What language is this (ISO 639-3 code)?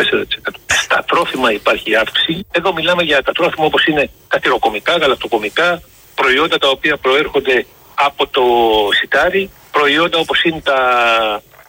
ell